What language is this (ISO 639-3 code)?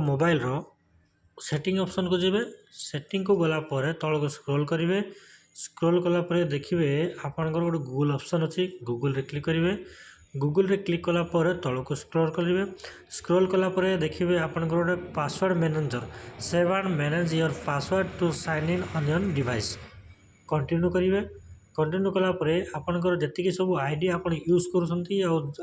ori